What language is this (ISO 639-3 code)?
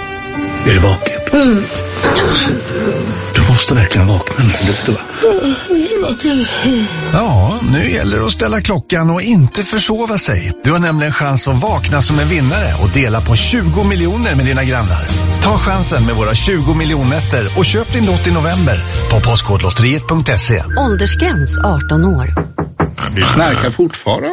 swe